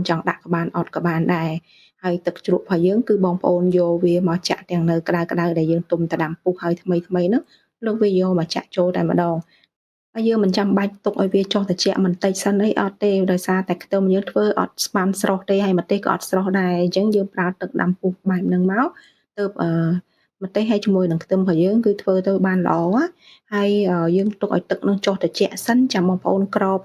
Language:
Khmer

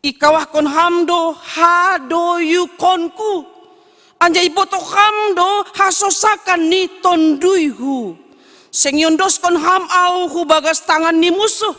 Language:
Batak Simalungun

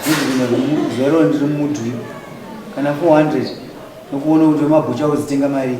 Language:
Shona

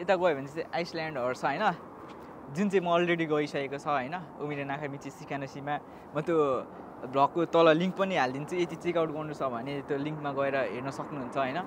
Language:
Nepali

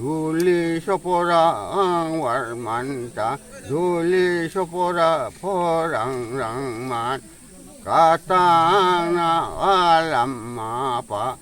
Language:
Karbi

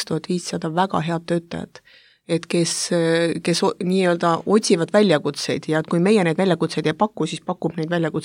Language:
Estonian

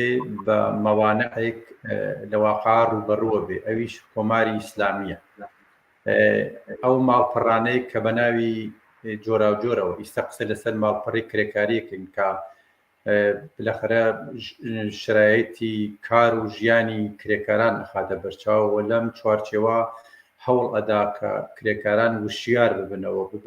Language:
Central Kurdish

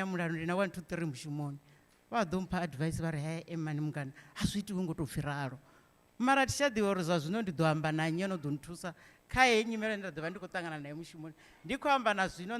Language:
Venda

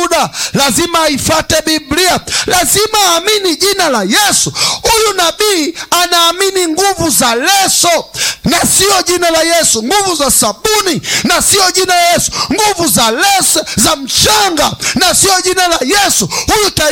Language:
Swahili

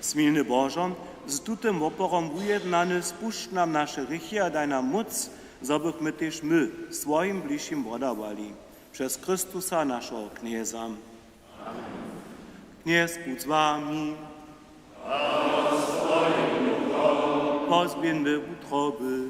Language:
Upper Sorbian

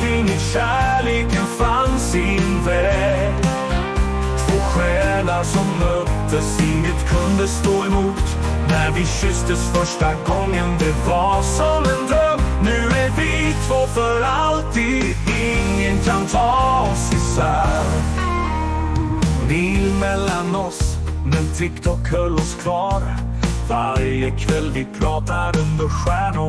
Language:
Swedish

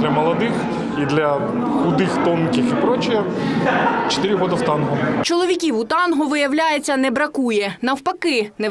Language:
Ukrainian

